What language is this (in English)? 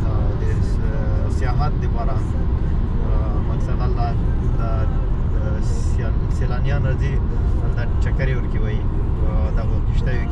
Pashto